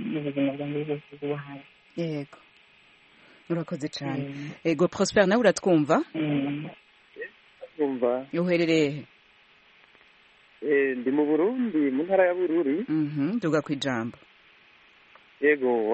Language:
Kinyarwanda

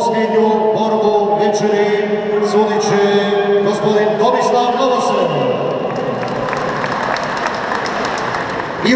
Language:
Croatian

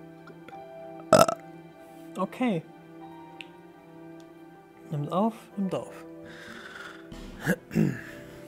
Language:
German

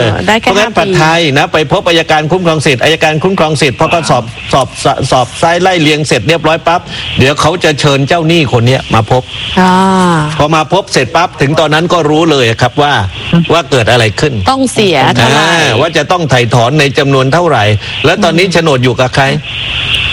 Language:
Thai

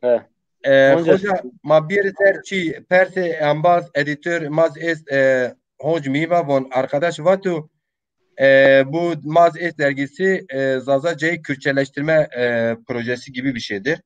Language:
Zaza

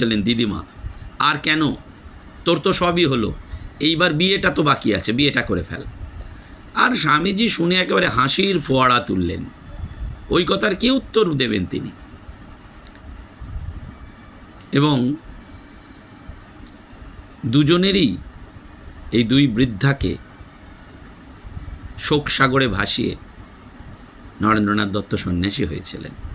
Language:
Bangla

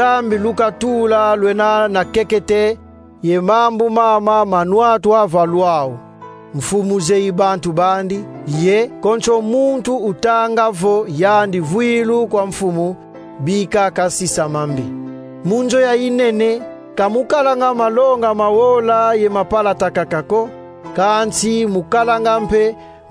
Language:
Kongo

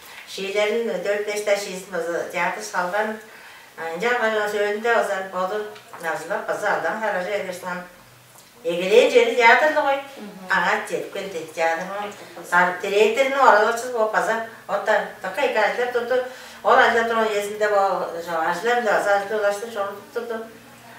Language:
Tuvinian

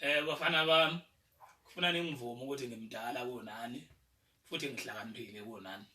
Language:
Zulu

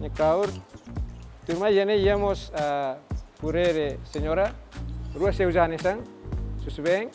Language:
Tetum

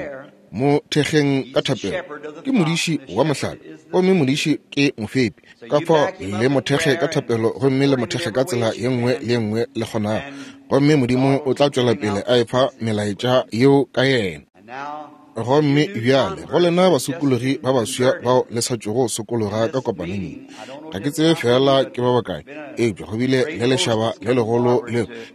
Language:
Northern Sotho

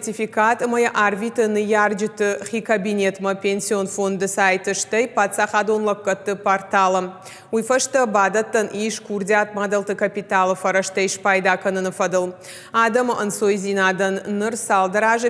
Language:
Ossetic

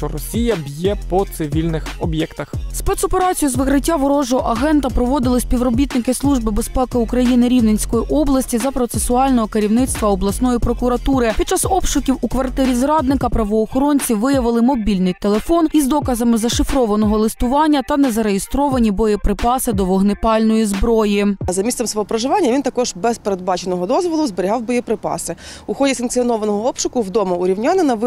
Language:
Ukrainian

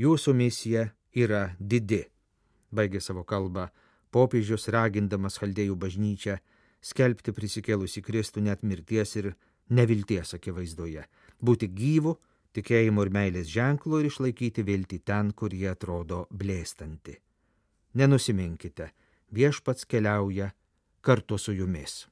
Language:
Lithuanian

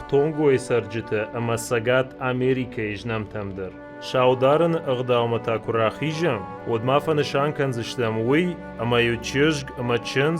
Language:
Ossetic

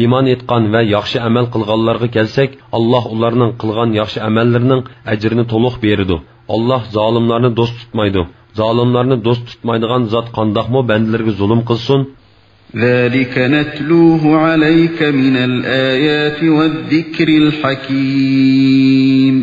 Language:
Uyghur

